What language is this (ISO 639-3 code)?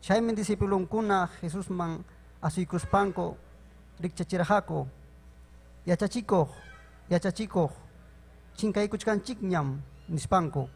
quy